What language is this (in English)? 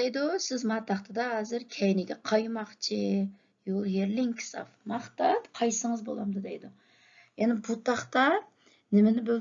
Uyghur